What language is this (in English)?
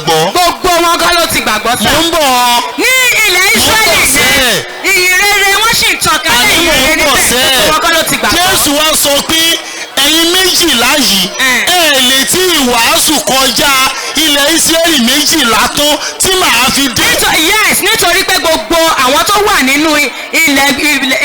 Yoruba